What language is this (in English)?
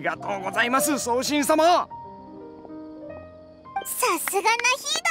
Japanese